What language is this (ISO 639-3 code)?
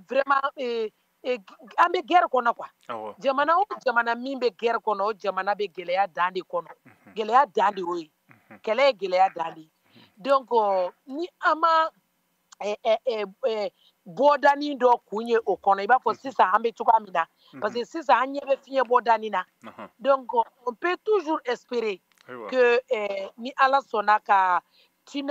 bam